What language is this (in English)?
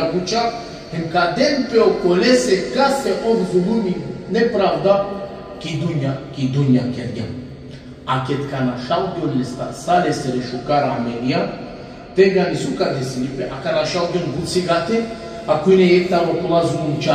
Balkan Romani